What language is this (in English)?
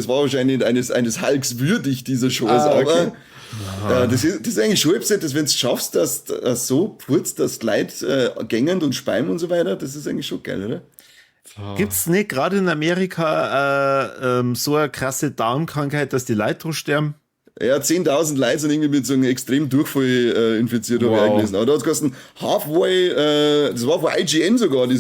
Bavarian